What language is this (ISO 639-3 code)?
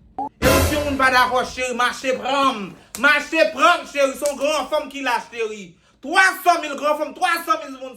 hat